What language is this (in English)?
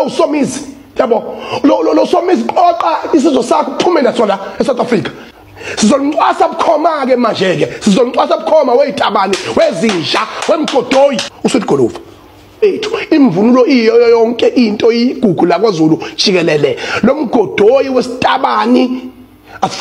Zulu